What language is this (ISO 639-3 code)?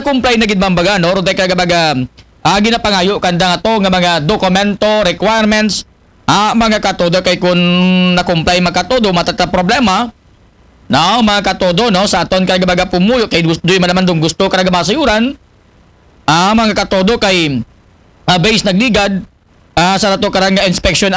akl